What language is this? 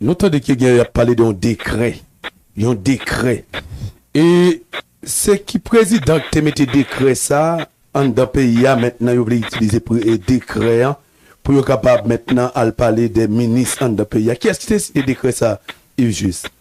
Haitian Creole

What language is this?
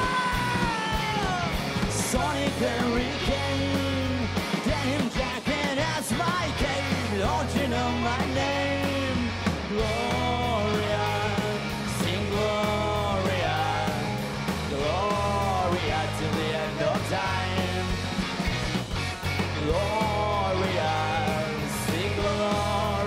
English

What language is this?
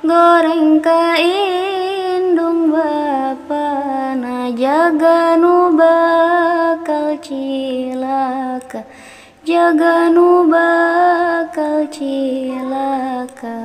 Sundanese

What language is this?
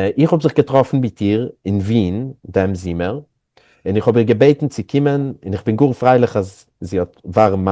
Yiddish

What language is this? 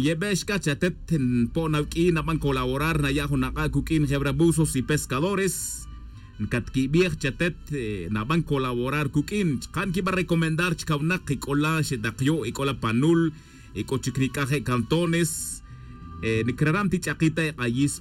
Tz'utujil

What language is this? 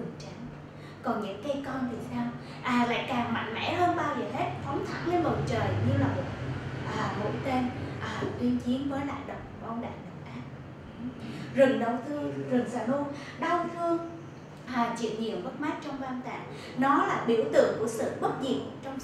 Vietnamese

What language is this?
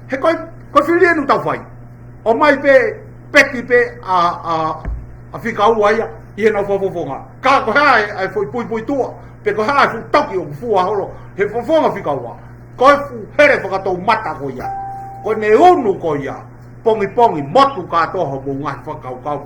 Tongan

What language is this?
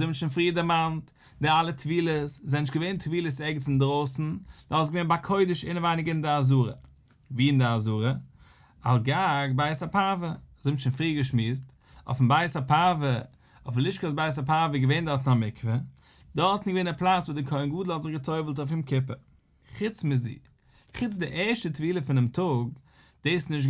Yiddish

